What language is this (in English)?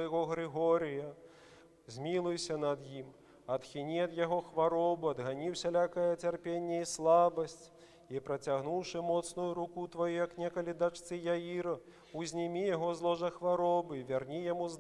Belarusian